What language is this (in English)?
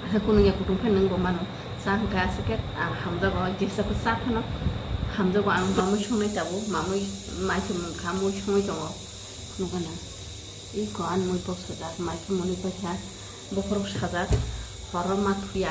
Kok Borok